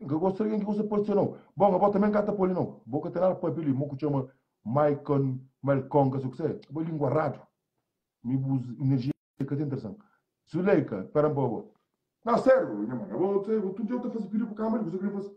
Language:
Kabuverdianu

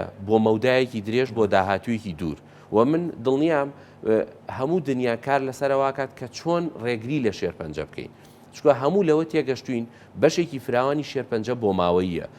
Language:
Central Kurdish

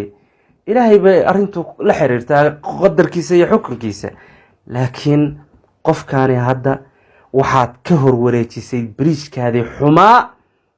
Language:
Somali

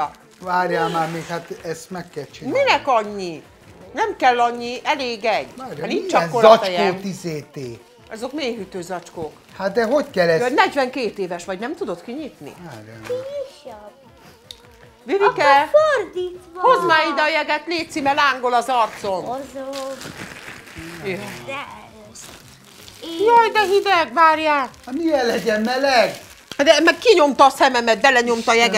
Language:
Hungarian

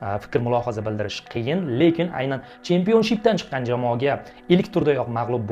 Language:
Uzbek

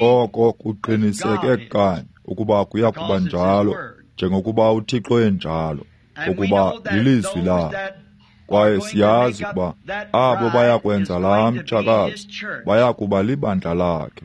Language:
Xhosa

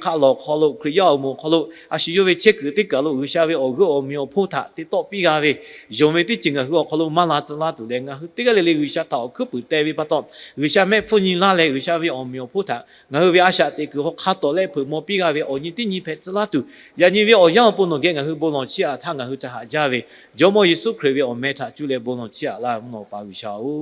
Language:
Lahu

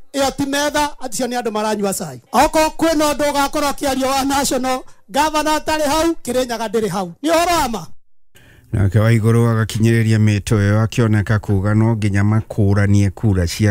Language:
Kikuyu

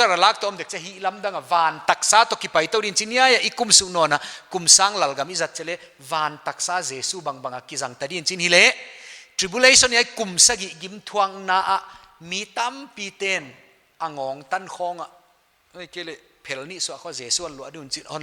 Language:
Paite Chin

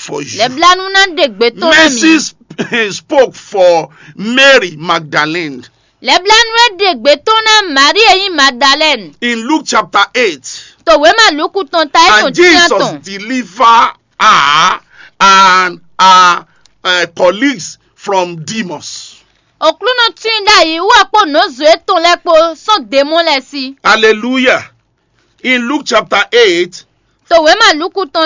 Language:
Fon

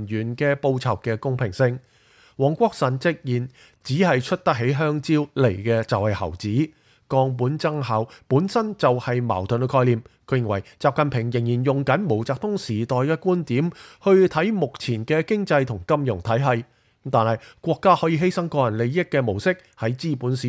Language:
Cantonese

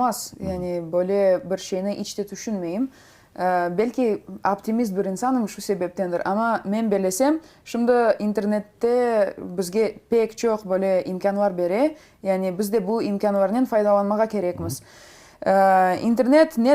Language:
Crimean Tatar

